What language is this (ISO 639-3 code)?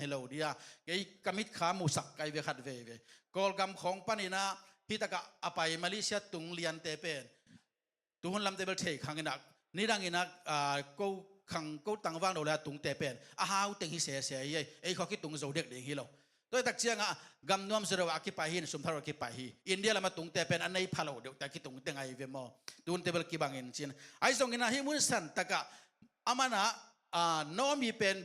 ctd